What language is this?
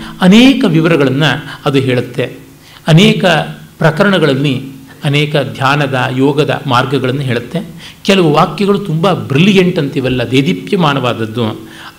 Kannada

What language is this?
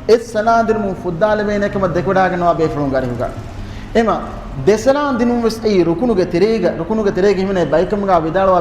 Divehi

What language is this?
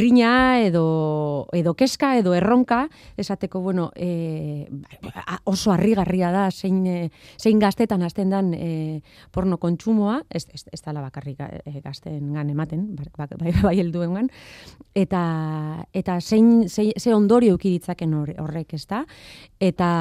Basque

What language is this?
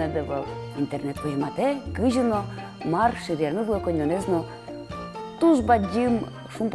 Udmurt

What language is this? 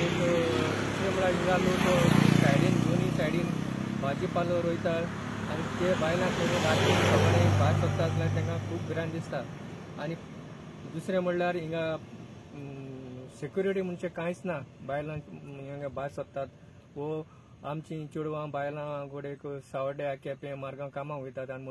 Konkani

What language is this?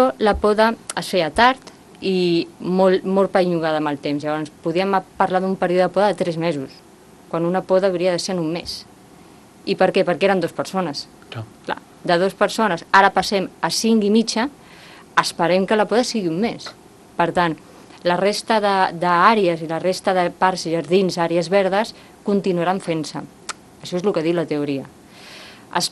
Catalan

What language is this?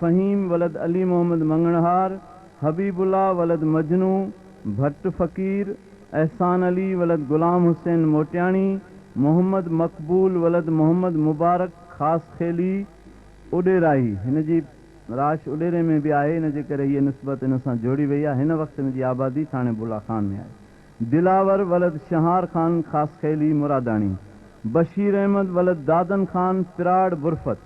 Sindhi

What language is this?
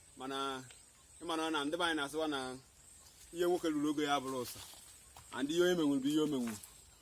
Igbo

